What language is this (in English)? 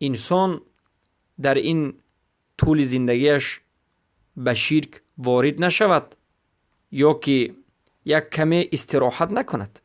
Persian